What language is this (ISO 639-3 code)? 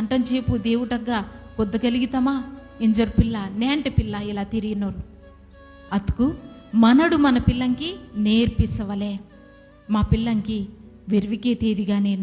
kff